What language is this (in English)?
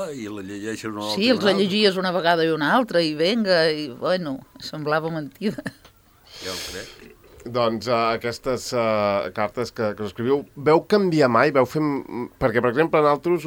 Catalan